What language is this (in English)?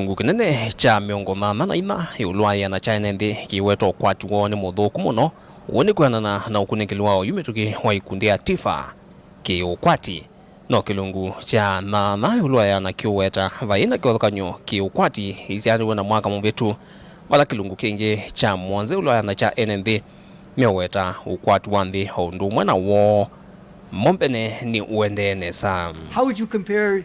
Kamba